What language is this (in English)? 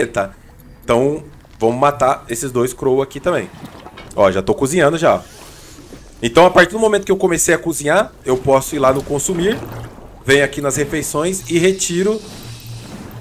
Portuguese